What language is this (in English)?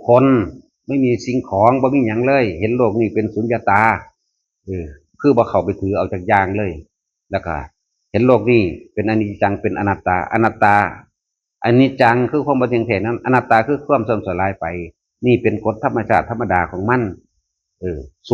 Northeastern Thai